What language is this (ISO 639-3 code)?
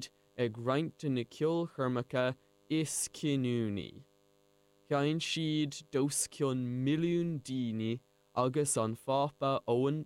gle